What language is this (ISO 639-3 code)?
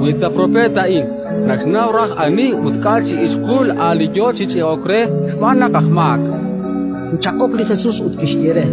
kek